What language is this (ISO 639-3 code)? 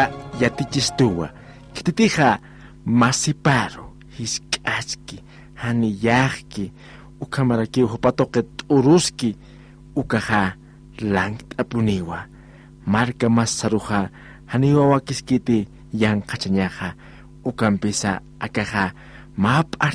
aym